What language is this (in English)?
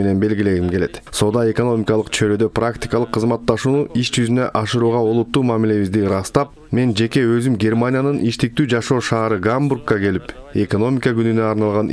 Kyrgyz